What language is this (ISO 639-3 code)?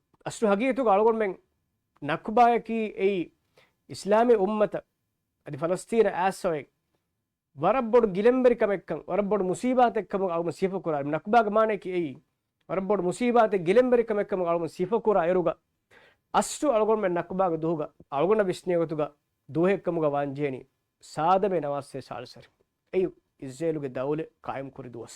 div